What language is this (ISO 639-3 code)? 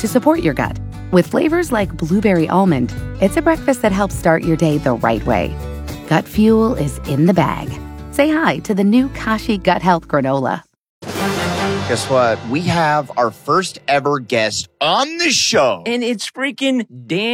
eng